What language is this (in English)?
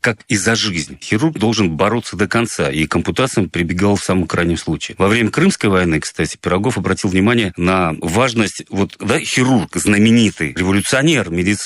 Russian